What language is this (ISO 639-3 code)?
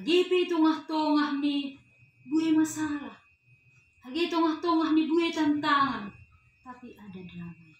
bts